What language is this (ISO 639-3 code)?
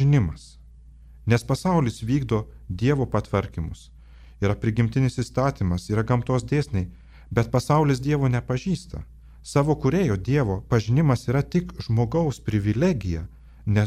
lit